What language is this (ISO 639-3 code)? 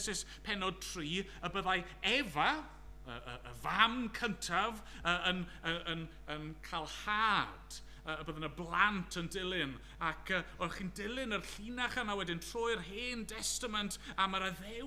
cym